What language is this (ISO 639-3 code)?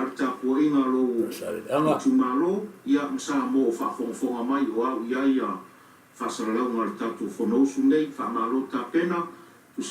smo